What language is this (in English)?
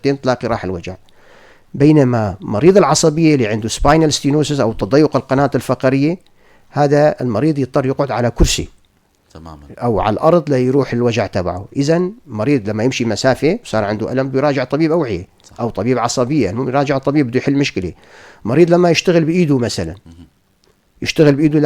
North Levantine Arabic